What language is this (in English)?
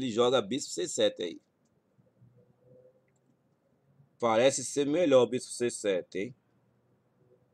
Portuguese